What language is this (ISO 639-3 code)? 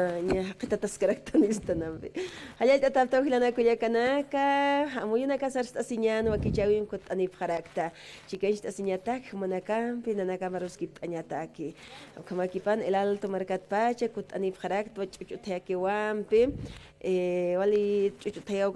aym